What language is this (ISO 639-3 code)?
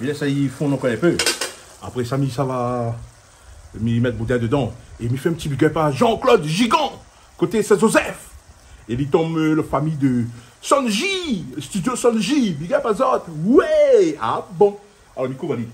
rcf